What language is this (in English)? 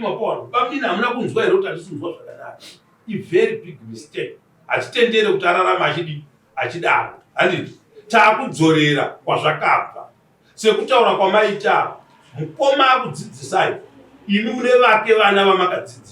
Shona